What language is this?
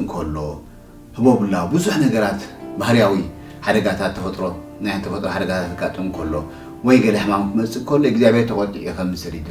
Tigrinya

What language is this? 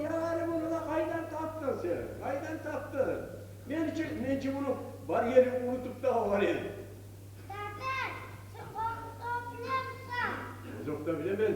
Kumyk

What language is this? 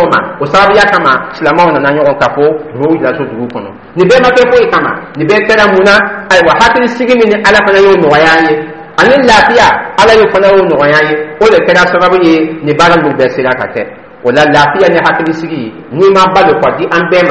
Dyula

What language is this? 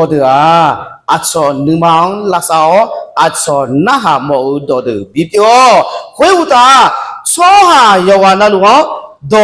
Akha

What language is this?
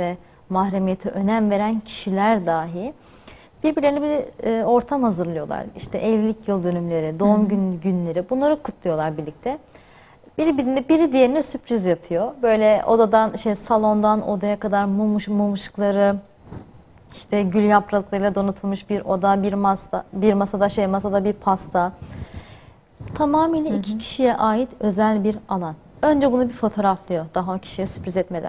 Turkish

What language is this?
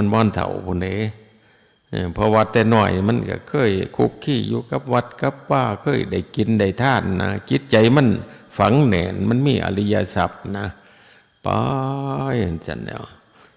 Northeastern Thai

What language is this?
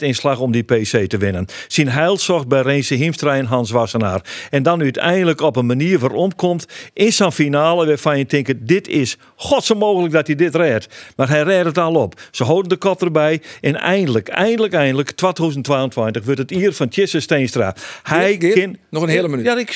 Western Frisian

